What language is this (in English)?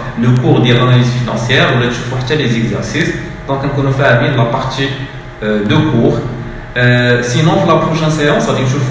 Moroccan Arabic